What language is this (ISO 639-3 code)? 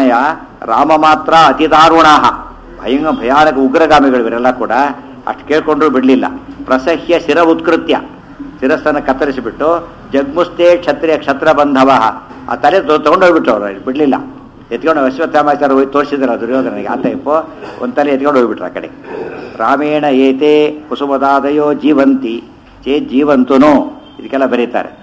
kan